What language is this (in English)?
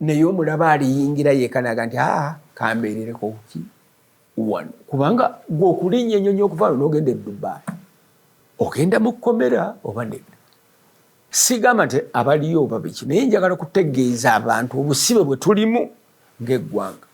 Ganda